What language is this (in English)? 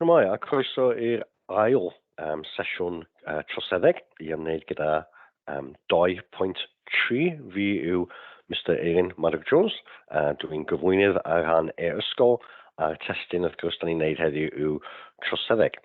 Welsh